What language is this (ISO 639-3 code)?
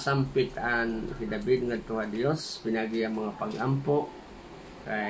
war